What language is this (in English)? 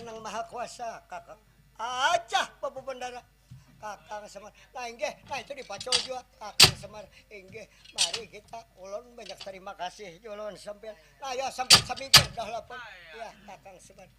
Banjar